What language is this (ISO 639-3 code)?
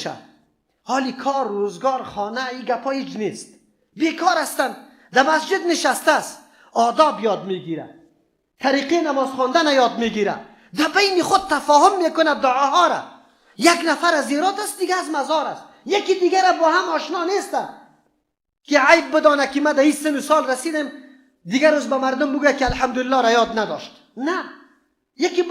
fas